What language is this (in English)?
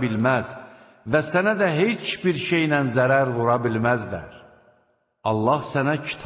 Azerbaijani